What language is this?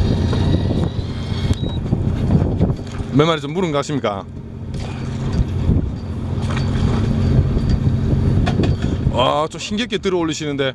Korean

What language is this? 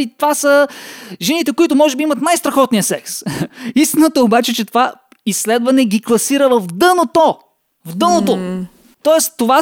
Bulgarian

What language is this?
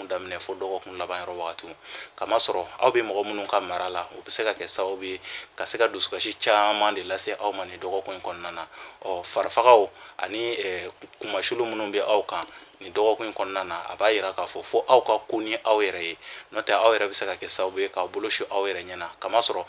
Bambara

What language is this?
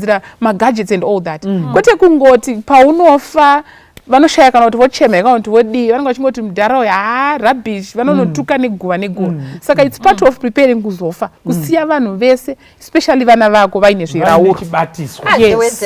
Shona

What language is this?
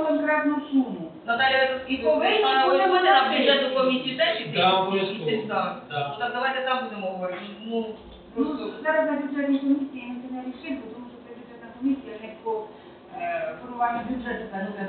Ukrainian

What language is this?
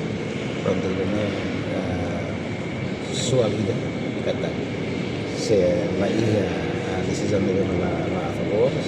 Tetum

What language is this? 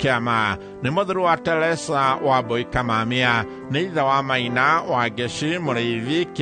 Kikuyu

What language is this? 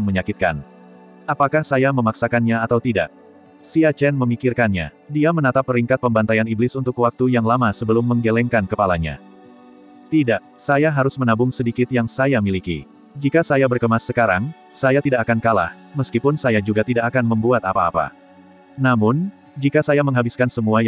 Indonesian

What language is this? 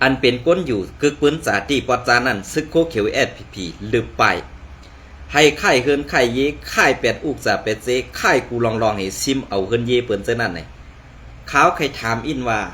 Shan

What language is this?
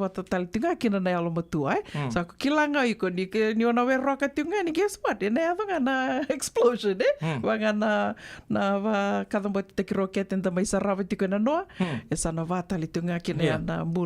Fijian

